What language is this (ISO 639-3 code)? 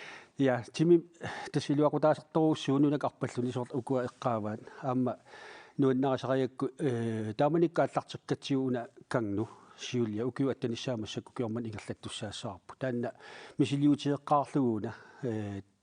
kal